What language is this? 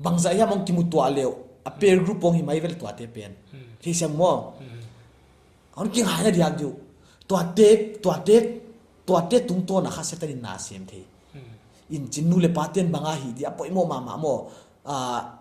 Paite Chin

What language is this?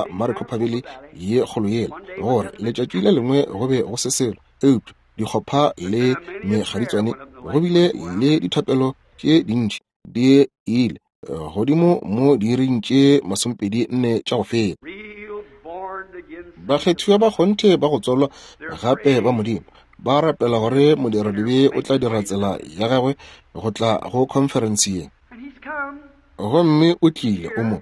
Northern Sotho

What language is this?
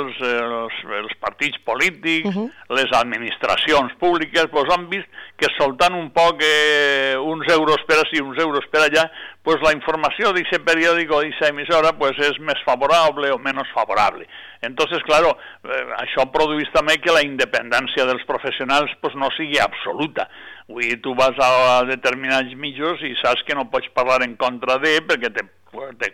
Catalan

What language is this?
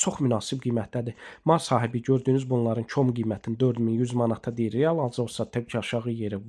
Azerbaijani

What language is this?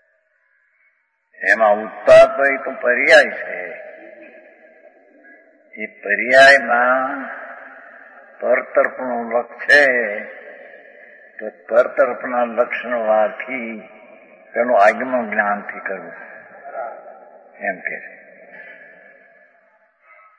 Gujarati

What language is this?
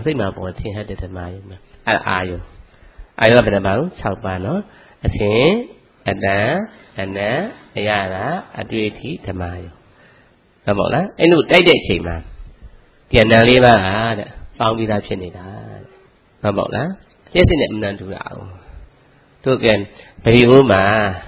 Burmese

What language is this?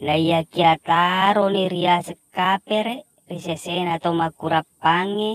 Buginese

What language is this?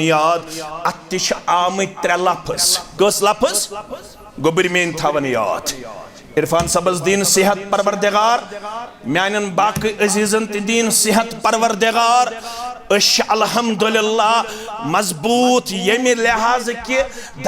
Kashmiri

